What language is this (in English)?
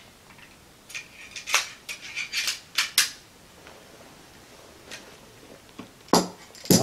Croatian